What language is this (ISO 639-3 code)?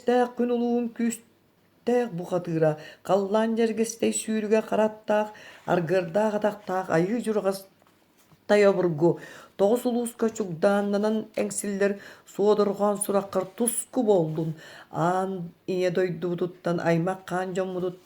sah